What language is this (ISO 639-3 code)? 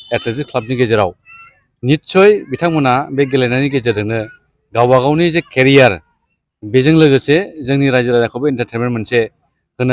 brx